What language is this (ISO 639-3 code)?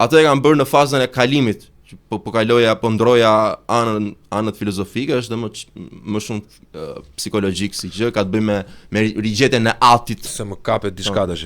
sqi